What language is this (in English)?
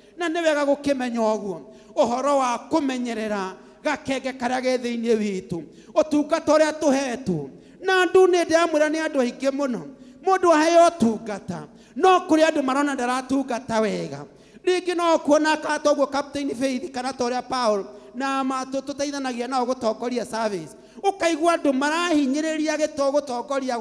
Kikuyu